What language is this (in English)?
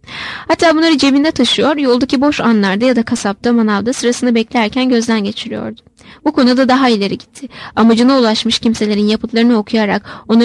Turkish